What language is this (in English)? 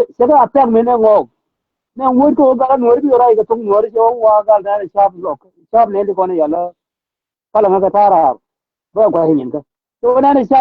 Nuer